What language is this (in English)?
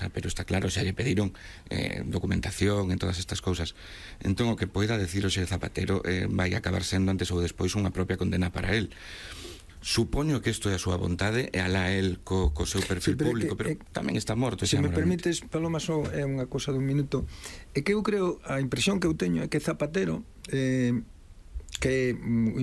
Galician